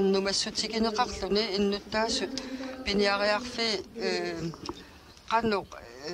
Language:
Kalaallisut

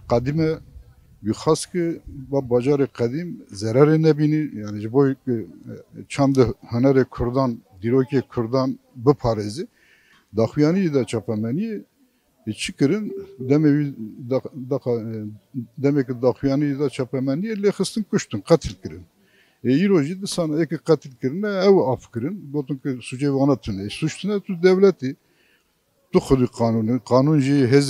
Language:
Kurdish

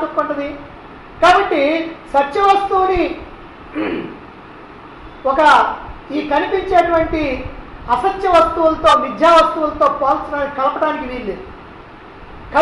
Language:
Telugu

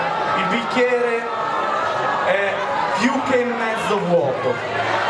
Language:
Italian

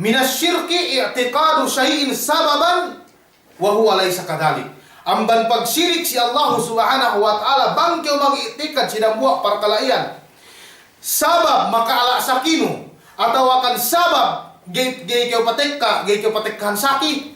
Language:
Yakan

